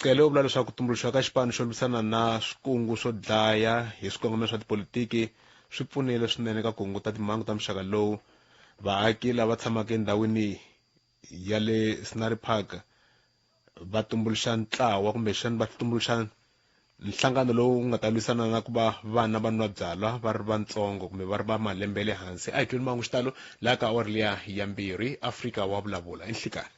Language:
Tsonga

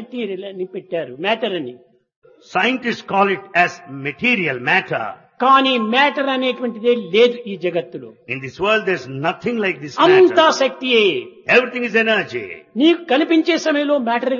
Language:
Telugu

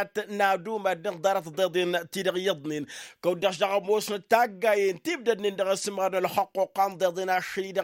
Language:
Tamasheq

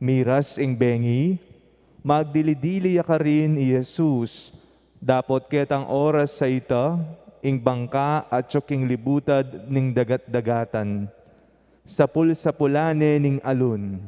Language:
Pampanga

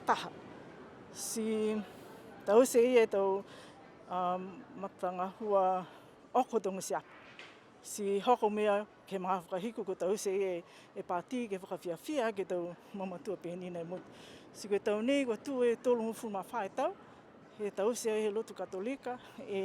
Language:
Niuean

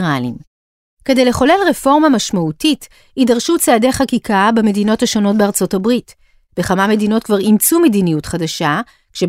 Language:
Hebrew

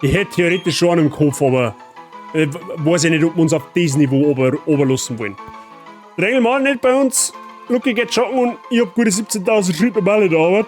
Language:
Bavarian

